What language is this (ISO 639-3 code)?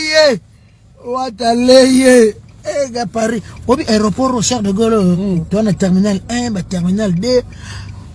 lin